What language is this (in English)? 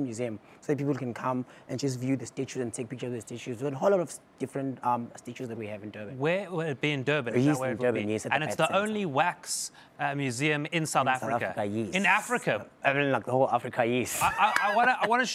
English